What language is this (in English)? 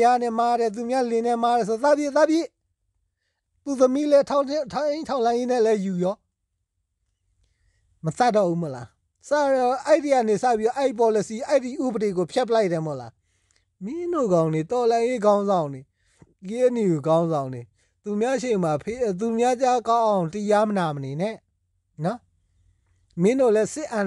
Burmese